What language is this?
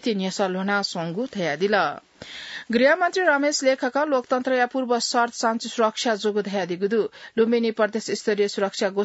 Newari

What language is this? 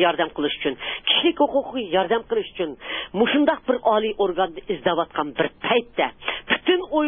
Uyghur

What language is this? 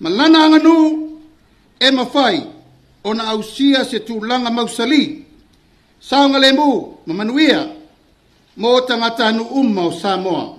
Samoan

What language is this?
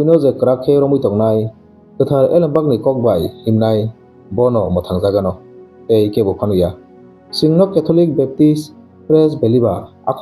Kok Borok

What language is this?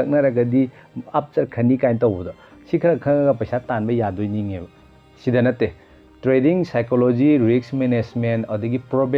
Manipuri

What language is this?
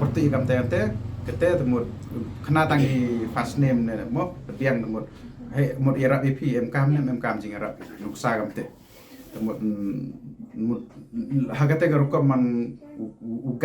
Pnar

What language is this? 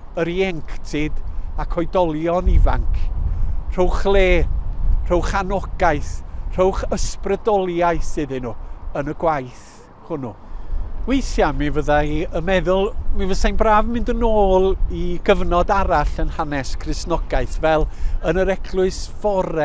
Welsh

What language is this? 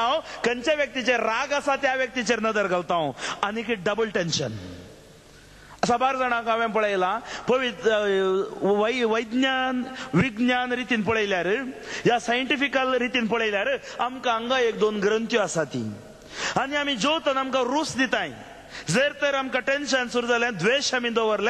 Konkani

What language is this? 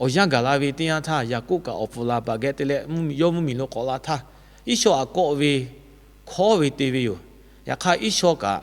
Lahu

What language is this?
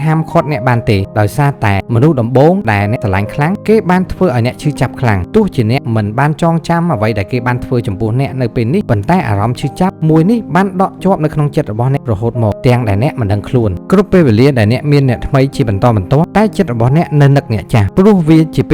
Khmer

